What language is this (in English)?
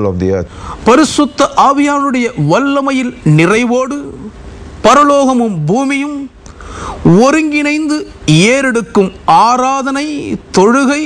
Tamil